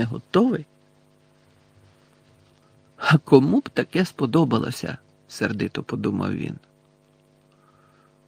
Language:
Ukrainian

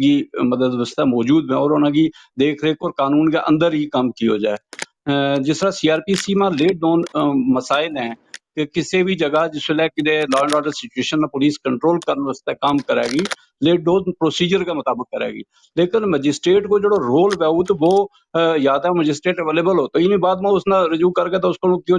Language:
Gujari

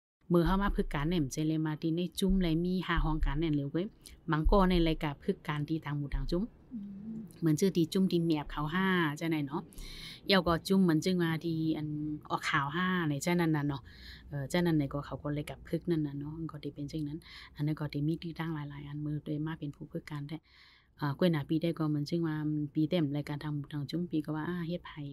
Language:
Shan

